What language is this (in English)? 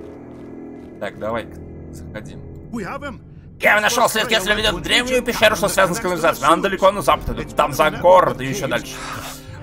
Russian